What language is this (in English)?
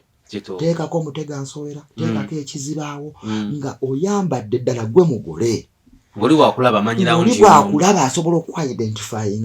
Ganda